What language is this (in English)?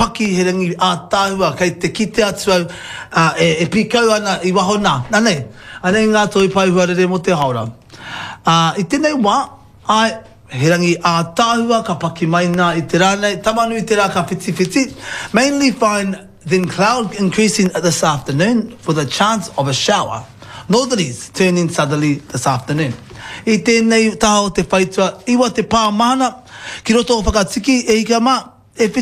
Māori